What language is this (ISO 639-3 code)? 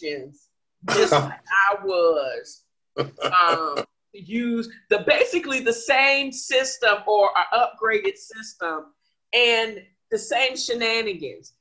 eng